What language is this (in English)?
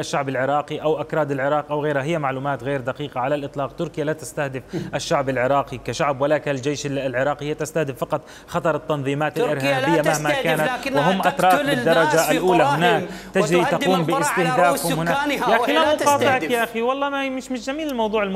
Mesopotamian Arabic